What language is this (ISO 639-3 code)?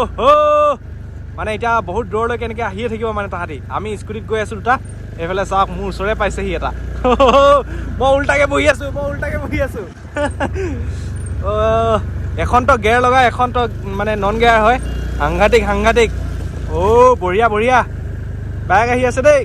asm